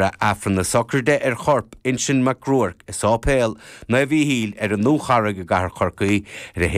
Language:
Irish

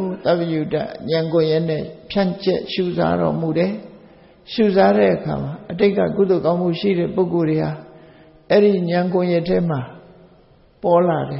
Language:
Burmese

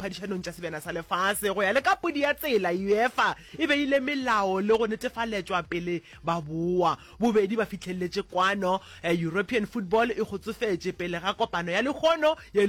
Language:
Northern Sotho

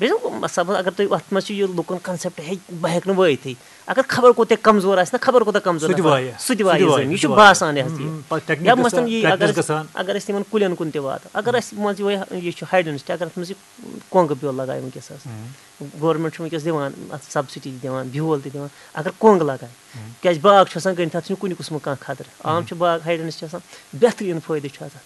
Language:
Kashmiri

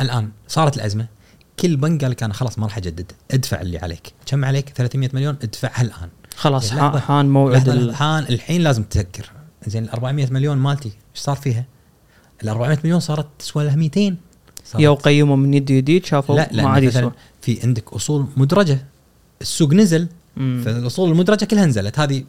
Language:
Gulf Arabic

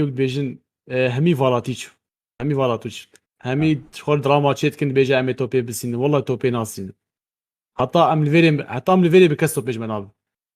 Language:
Kurdish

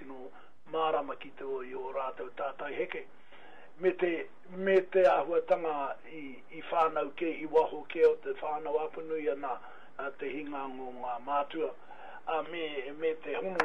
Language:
Māori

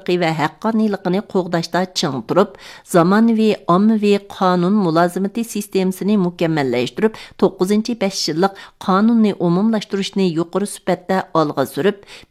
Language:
Uyghur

